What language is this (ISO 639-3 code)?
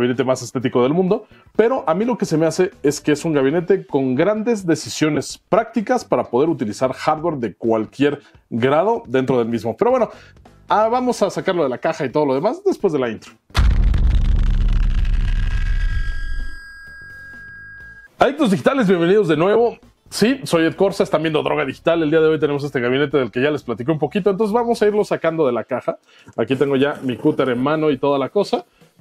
spa